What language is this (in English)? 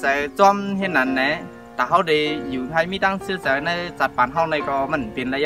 Shan